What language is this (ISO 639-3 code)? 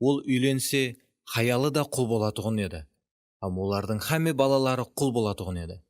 kaa